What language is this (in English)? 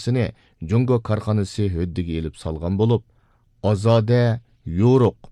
Uyghur